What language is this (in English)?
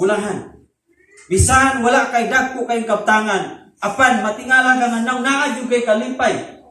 Cebuano